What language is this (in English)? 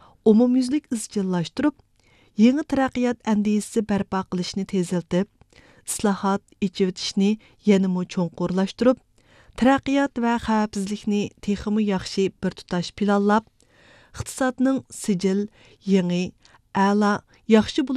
Uyghur